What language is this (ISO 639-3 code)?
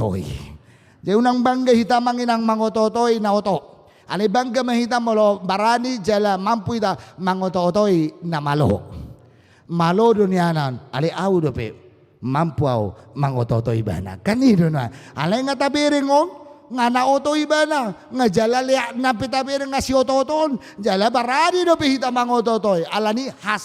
bbc